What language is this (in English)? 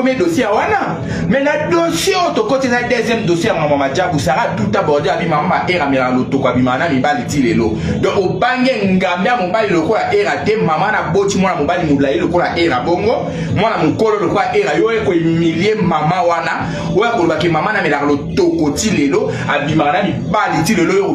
Lingala